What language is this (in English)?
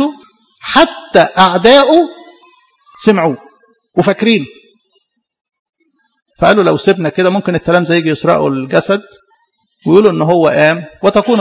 Egyptian Arabic